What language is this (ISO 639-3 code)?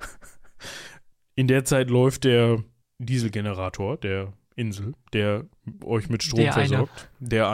deu